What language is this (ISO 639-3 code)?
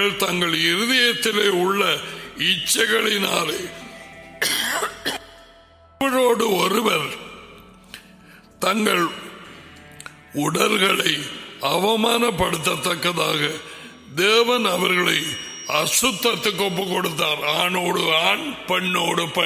tam